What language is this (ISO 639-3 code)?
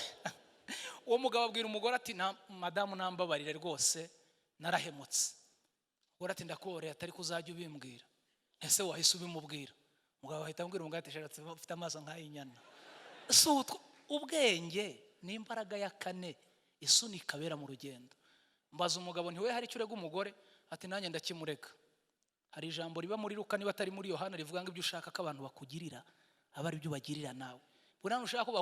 kin